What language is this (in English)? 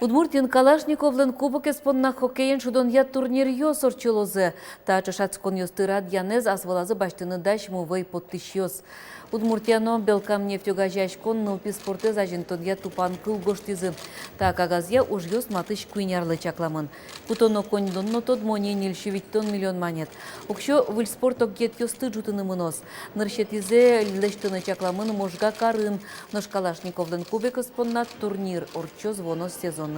Udmurt